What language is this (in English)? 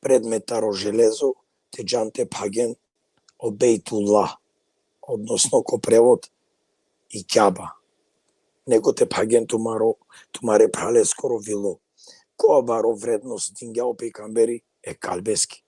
Balkan Romani